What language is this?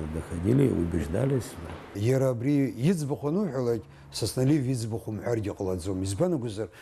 Abkhazian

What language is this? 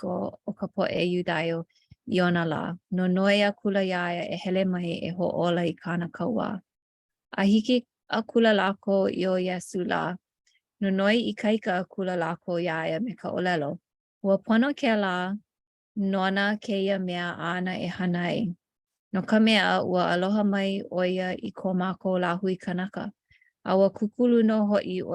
Hawaiian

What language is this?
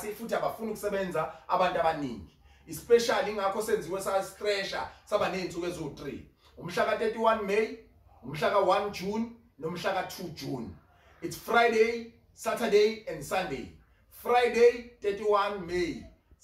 Zulu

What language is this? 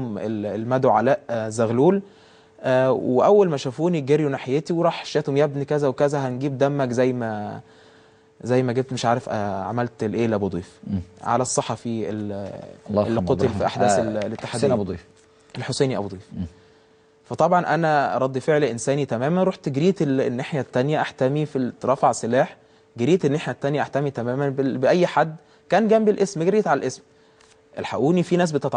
Egyptian Arabic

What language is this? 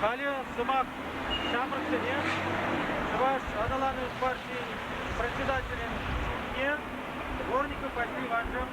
Chuvash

